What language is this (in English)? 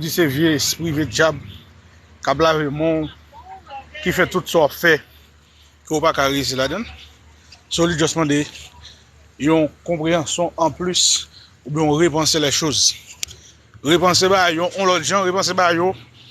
Haitian Creole